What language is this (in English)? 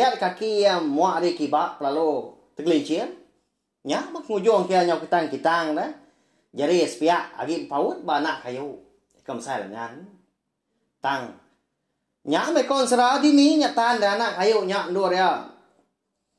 Iban